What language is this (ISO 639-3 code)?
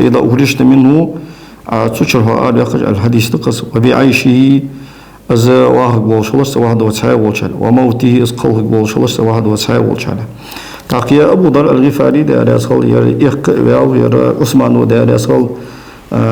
inh